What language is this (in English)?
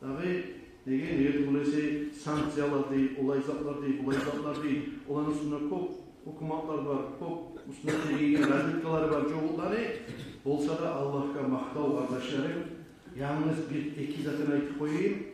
Kumyk